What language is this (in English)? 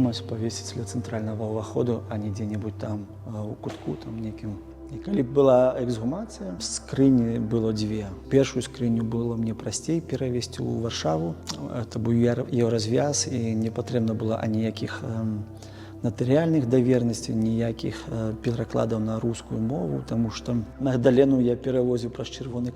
Belarusian